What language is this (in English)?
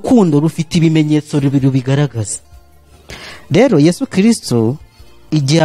Kinyarwanda